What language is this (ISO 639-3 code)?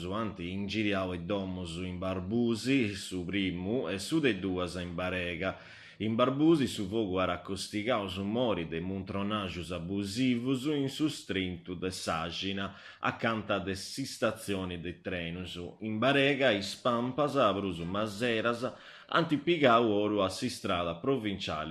srd